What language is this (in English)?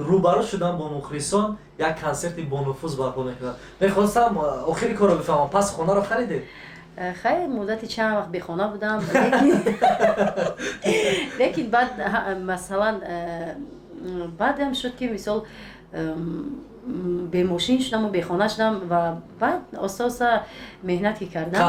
Tajik